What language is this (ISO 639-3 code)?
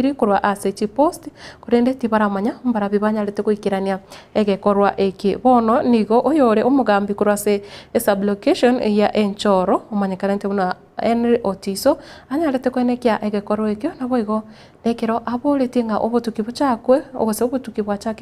guz